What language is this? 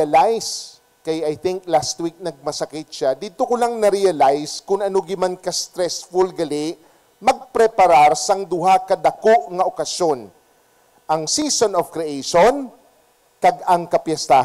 Hiligaynon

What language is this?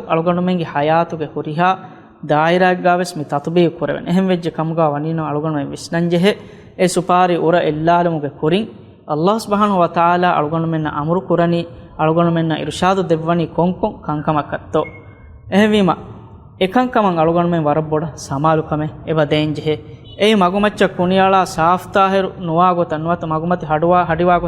Divehi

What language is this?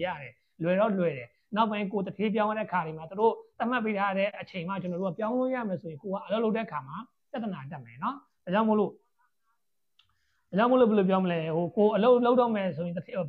Burmese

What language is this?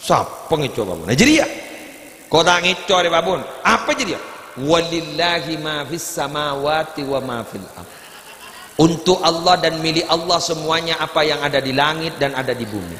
Madurese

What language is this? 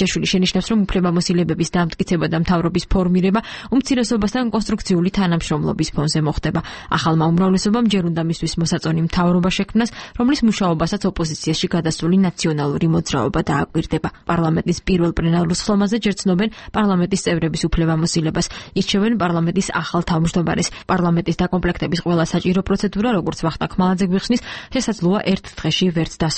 Georgian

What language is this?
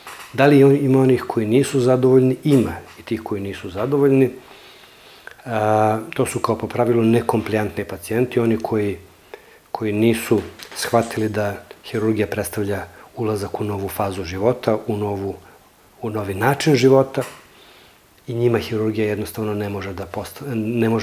Serbian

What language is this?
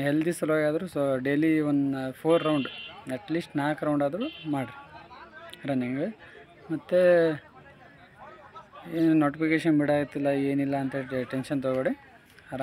Kannada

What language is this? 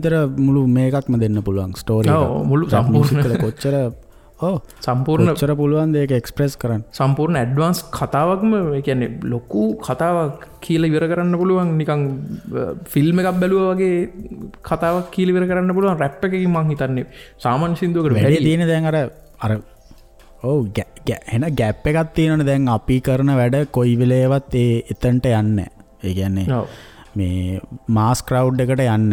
Sinhala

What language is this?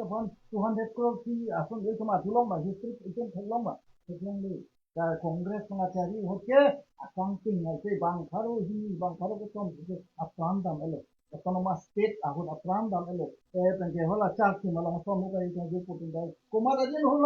Karbi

